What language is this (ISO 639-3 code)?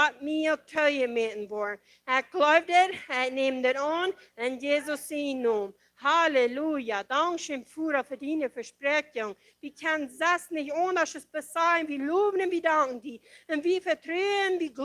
pdt